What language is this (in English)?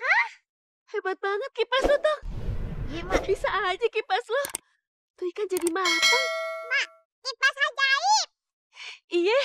Betawi